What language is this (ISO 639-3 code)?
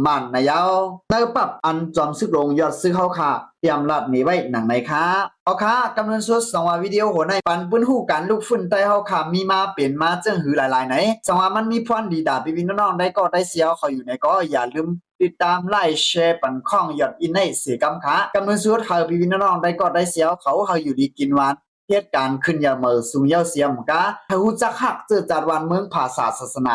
shn